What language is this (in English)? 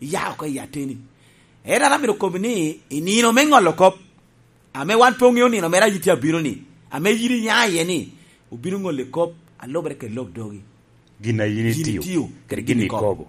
Lango (Uganda)